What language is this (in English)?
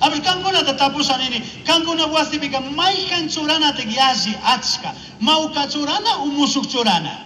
Chimborazo Highland Quichua